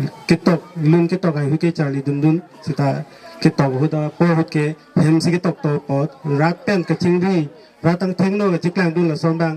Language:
Karbi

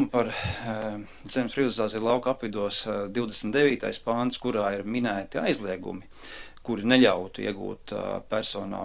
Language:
Latvian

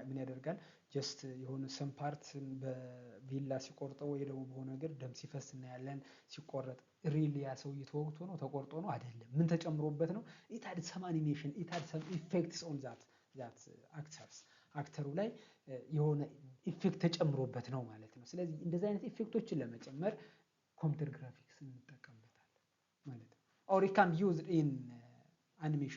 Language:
Amharic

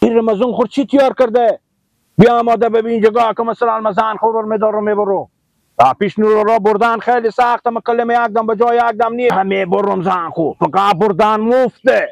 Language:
Persian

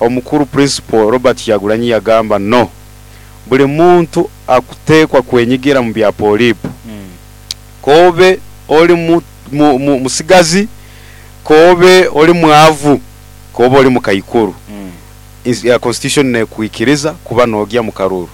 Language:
Nyoro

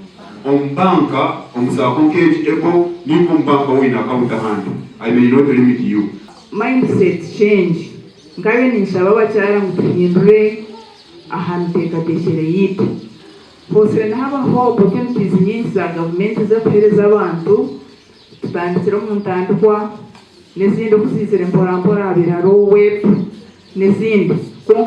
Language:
Nyankole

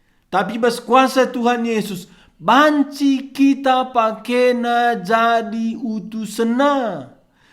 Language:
Batak Karo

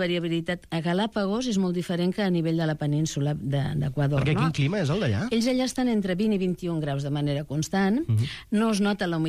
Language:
Catalan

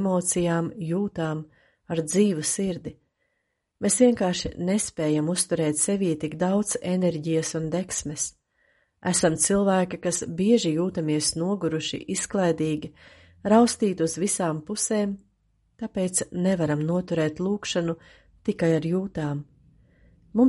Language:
Latvian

